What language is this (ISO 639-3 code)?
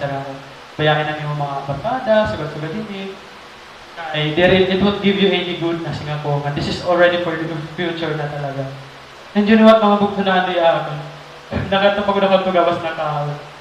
war